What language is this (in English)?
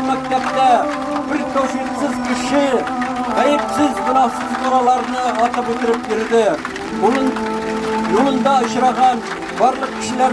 Tatar